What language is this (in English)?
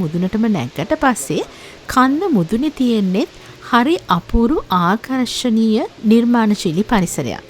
Sinhala